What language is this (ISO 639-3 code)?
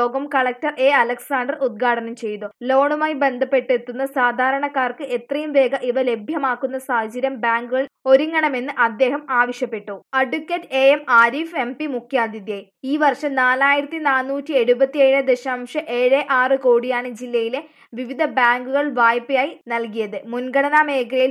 mal